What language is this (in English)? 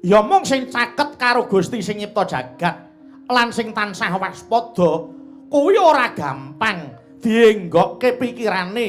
Javanese